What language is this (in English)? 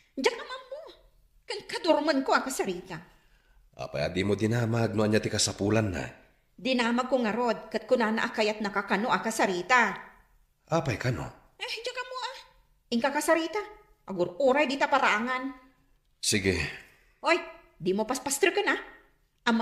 Iloko